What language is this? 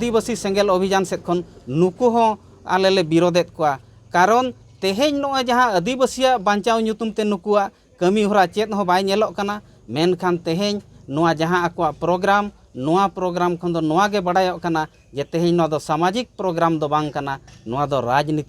Santali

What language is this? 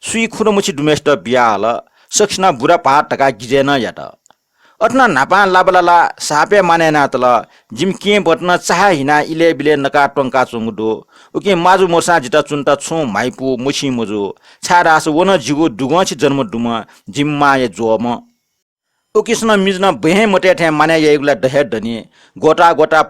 Newari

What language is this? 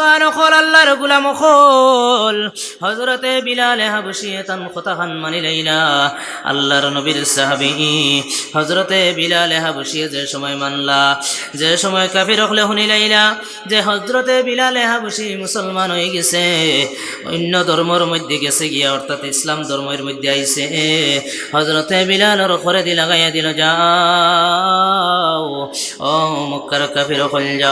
Sylheti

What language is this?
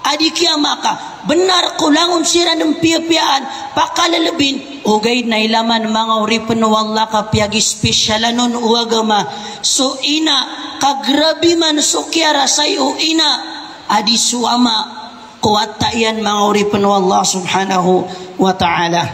Maranao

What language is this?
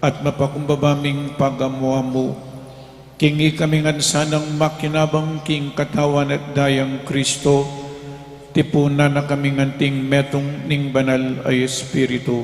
Pampanga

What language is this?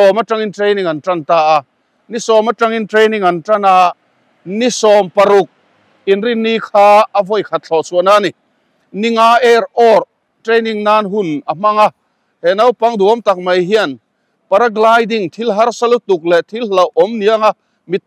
Mizo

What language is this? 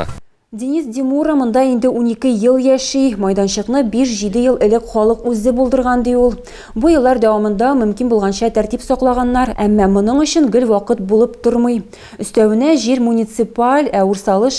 Tatar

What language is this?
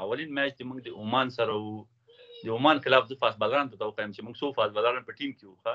Pashto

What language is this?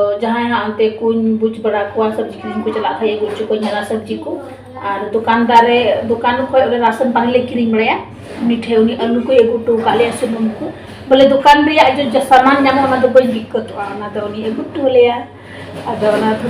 Santali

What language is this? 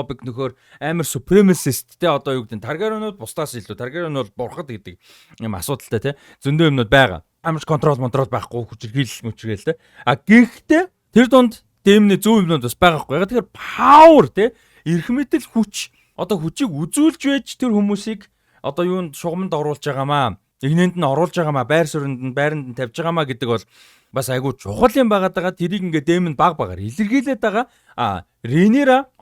Mongolian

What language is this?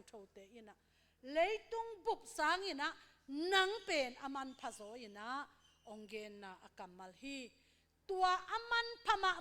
Tedim Chin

